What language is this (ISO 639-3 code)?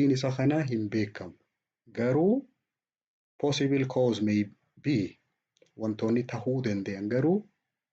orm